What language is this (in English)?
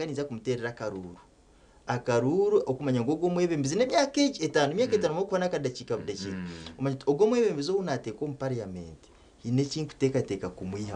Nyankole